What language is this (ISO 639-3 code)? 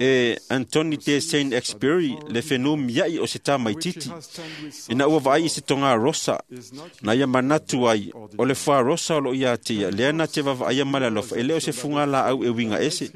smo